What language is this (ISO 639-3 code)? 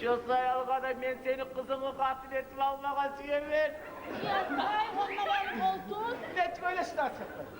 kum